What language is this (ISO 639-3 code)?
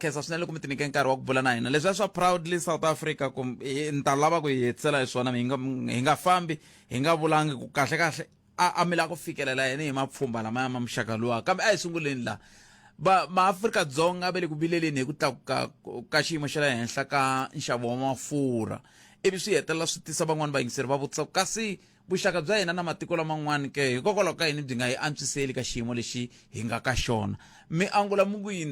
tso